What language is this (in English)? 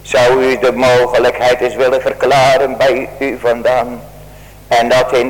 Dutch